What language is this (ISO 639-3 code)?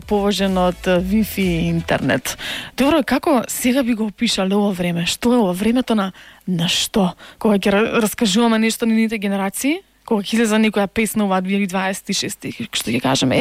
mkd